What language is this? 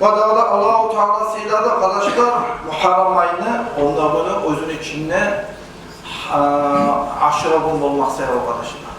Kumyk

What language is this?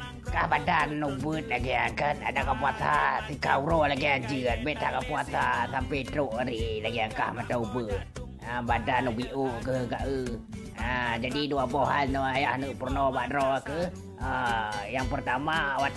Achinese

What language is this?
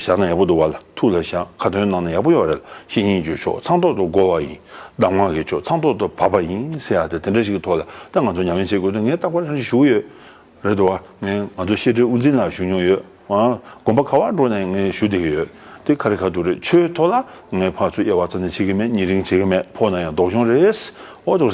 Tibetan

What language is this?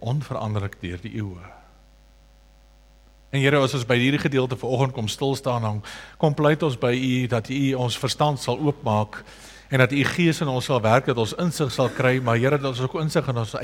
Afrikaans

